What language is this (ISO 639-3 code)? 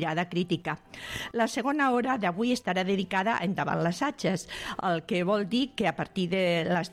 cat